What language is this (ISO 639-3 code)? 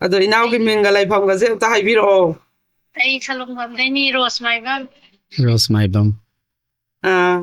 mni